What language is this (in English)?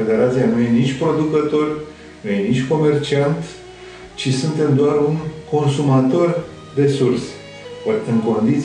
Romanian